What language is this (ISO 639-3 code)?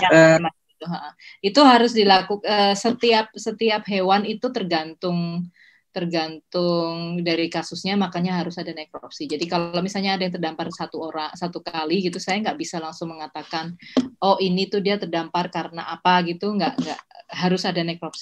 ind